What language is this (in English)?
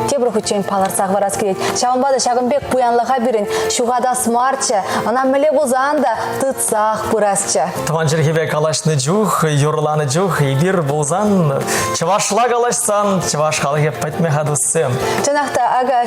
Chuvash